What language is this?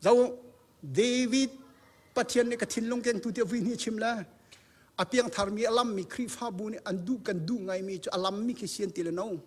Hakha Chin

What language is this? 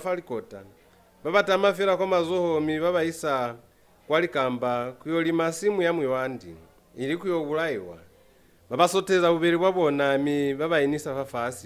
Lozi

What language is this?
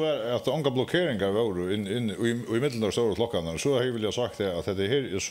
Faroese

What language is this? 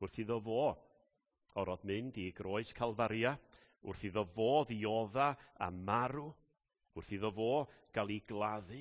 Welsh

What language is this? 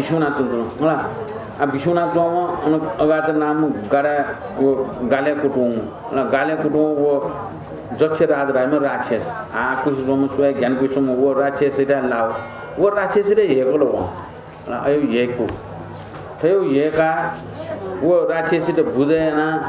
Newari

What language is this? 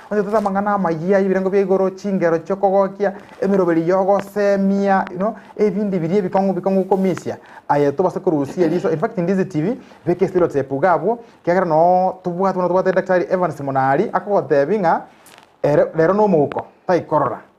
Gusii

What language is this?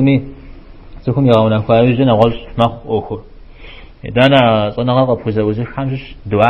Kabardian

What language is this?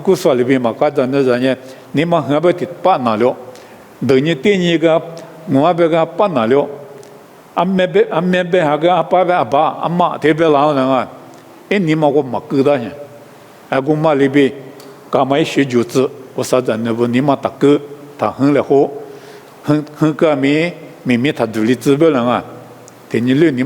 Lisu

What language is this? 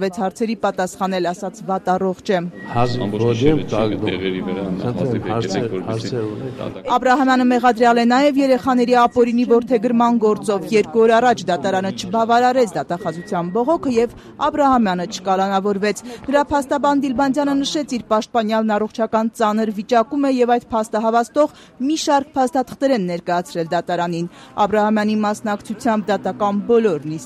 Armenian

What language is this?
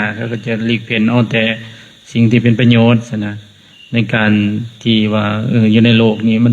Lao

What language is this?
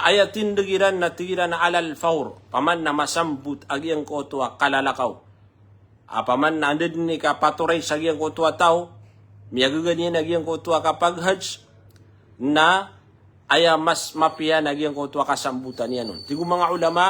Maranao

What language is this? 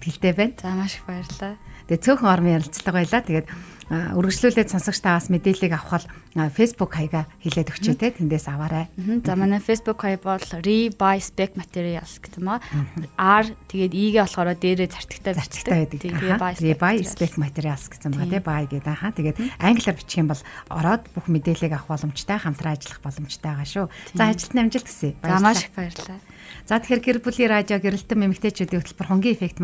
Mongolian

